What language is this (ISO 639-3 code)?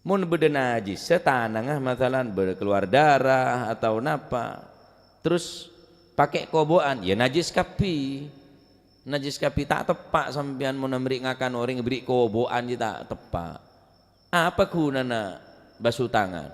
mad